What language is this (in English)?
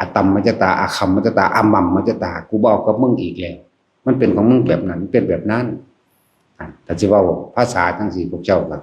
Lao